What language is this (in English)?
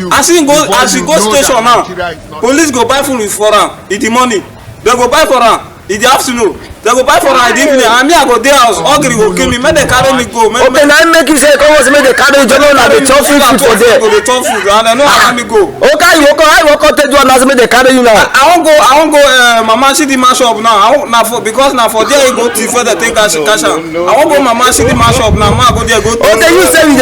Nigerian Pidgin